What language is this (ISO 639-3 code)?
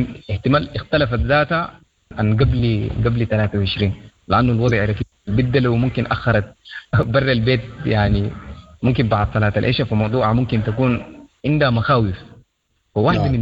apd